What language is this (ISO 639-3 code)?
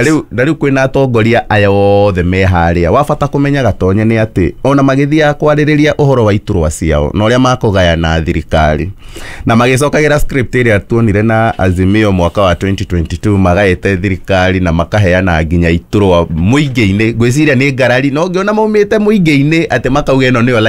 kik